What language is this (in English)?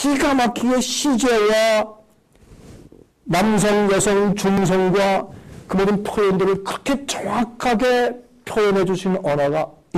Korean